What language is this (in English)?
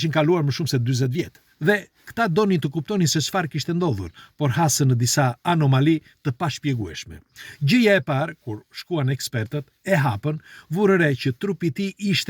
Albanian